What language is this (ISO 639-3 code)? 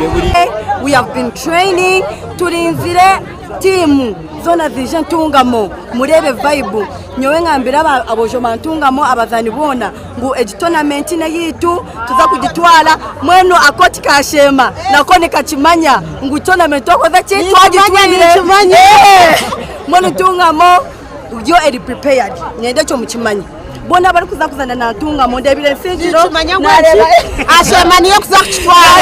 nyn